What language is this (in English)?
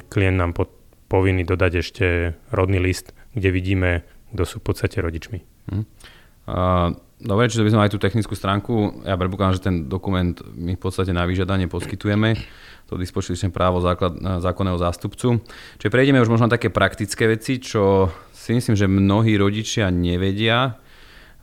Slovak